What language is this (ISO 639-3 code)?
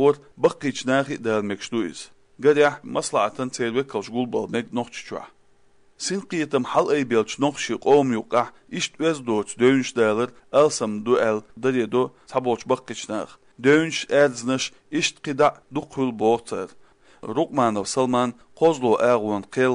che